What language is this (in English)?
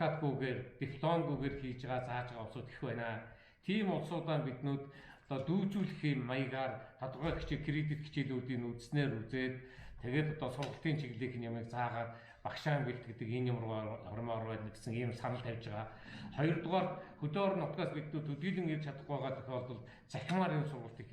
Mongolian